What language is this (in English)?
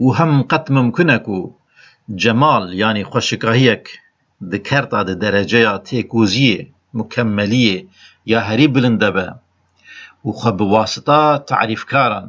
Kurdish